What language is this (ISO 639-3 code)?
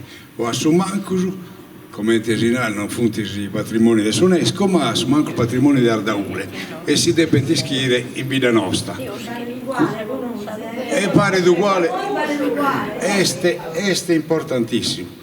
srd